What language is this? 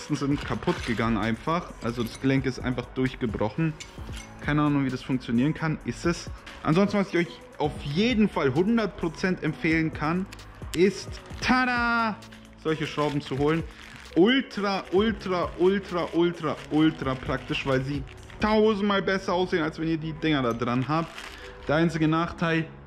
German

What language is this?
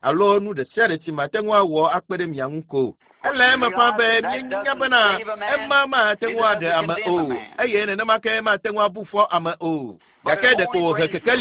Ewe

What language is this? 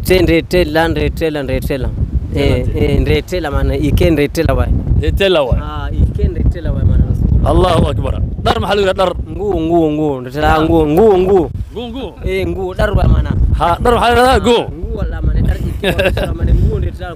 Somali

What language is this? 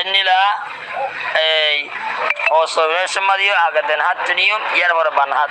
Rohingya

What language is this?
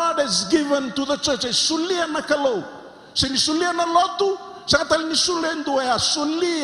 Fijian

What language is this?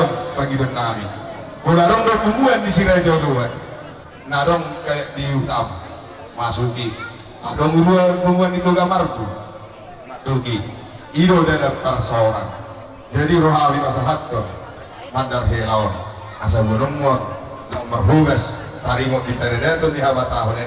Batak Toba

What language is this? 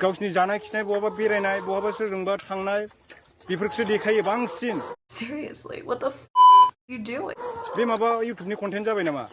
Bodo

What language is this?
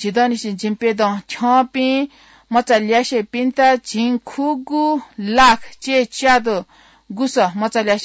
Newari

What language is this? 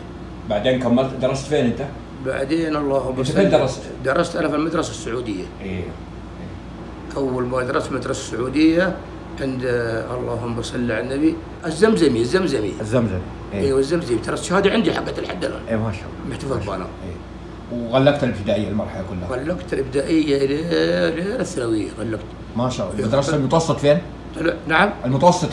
Arabic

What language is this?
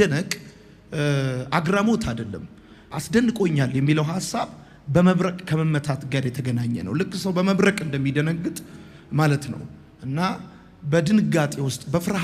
Amharic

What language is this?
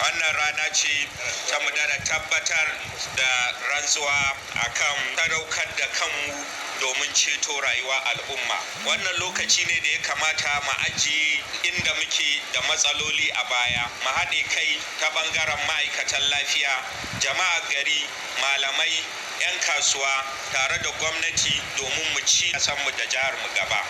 Hausa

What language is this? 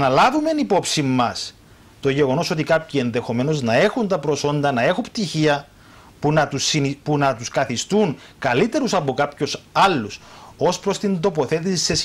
Greek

